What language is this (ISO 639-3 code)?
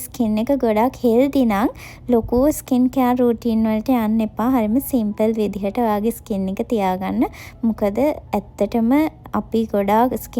sin